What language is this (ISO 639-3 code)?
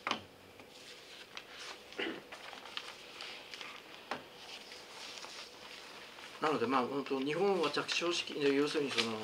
jpn